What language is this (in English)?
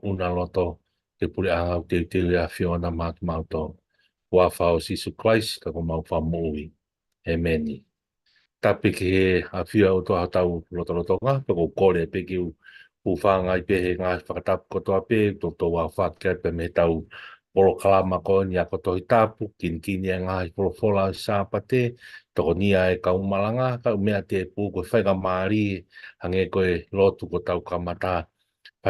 Tongan